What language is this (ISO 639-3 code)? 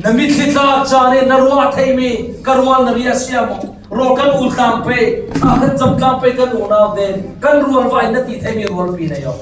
cfm